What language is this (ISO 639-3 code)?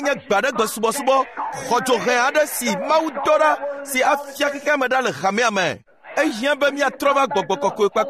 ewe